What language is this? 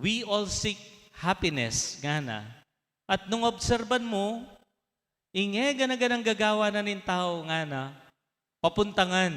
Pampanga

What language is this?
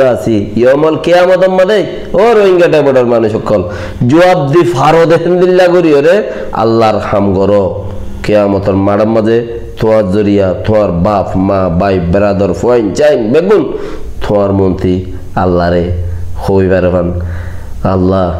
Rohingya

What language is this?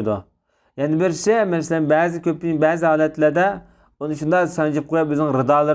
Uyghur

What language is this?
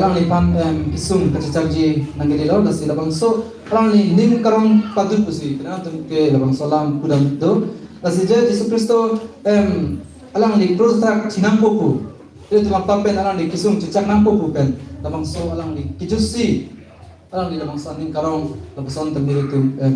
Karbi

